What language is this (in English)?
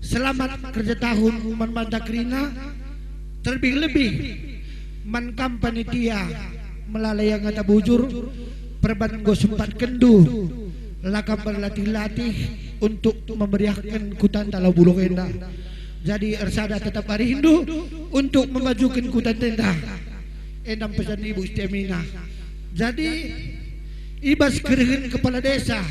Batak Karo